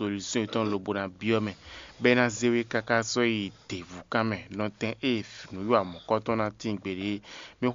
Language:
Fon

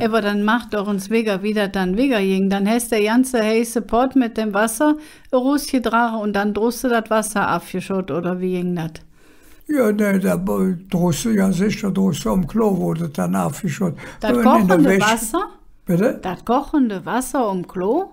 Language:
Colognian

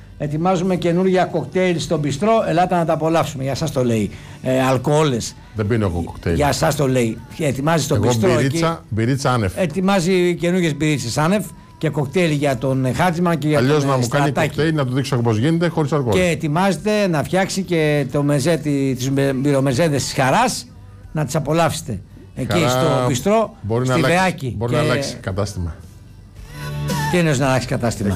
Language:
Greek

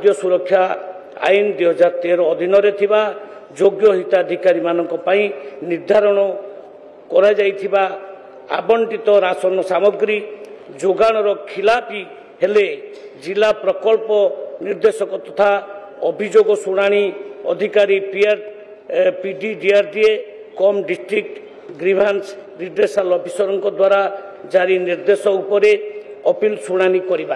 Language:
Odia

